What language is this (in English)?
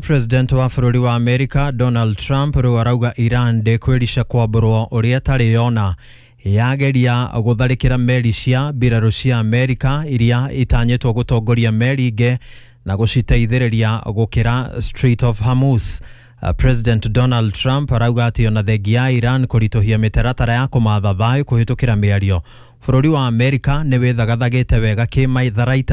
Kikuyu